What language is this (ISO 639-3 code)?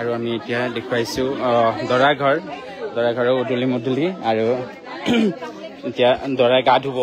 asm